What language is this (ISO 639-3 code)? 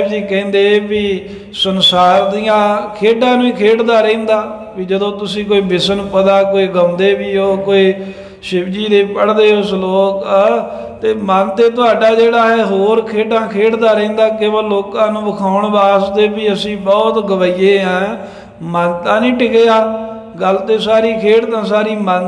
pan